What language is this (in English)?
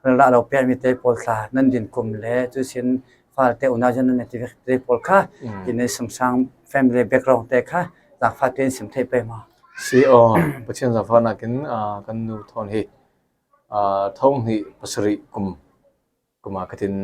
Falam Chin